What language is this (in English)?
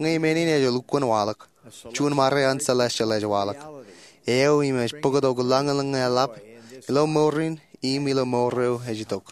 Marshallese